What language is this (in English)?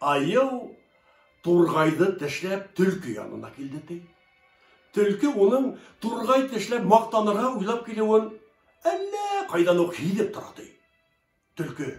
Bashkir